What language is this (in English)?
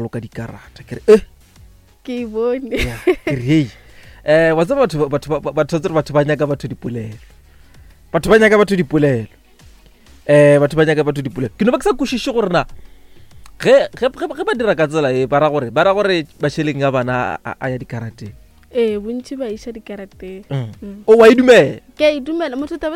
Northern Sotho